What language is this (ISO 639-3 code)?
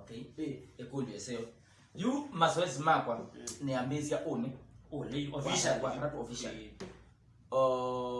kam